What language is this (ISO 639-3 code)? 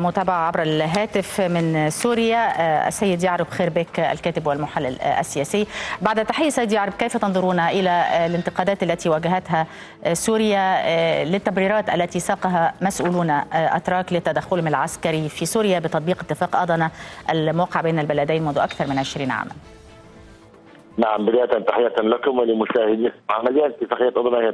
ara